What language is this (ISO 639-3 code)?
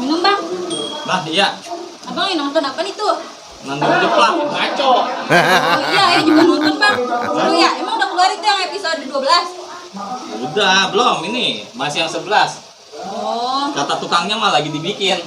bew